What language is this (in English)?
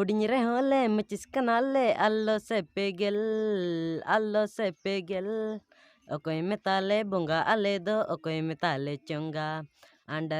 Santali